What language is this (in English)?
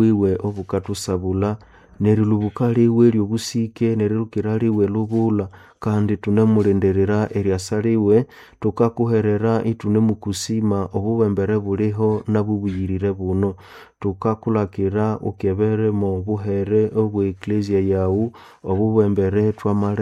Nande